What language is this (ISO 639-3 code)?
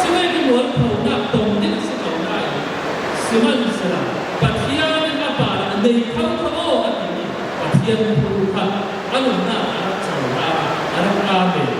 cfm